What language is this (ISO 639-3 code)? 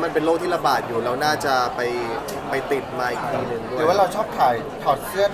tha